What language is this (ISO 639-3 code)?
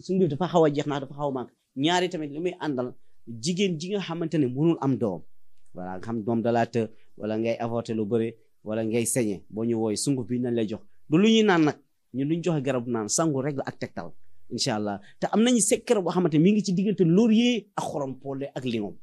wol